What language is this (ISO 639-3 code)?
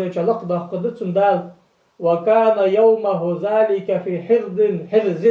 inh